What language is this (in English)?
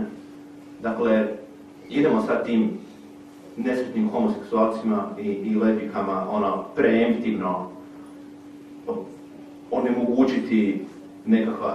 Croatian